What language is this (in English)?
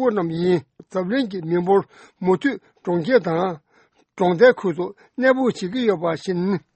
Tibetan